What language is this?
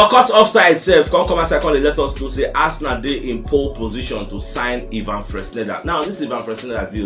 Nigerian Pidgin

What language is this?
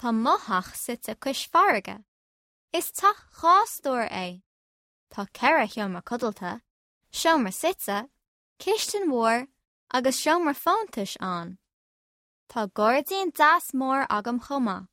Irish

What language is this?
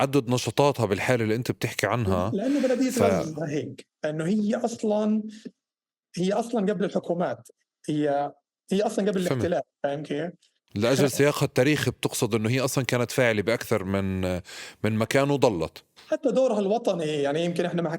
North Levantine Arabic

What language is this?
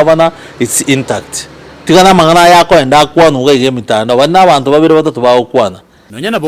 Gusii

